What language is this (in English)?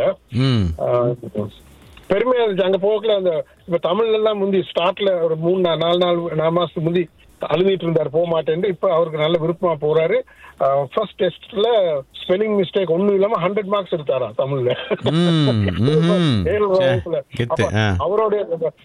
Tamil